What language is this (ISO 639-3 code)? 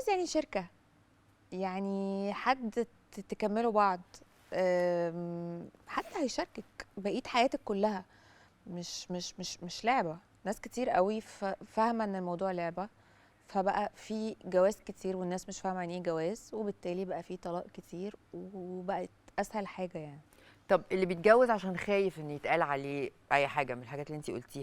arz